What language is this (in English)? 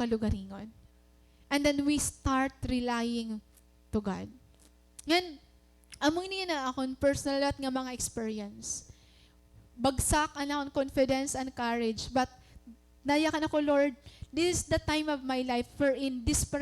Waray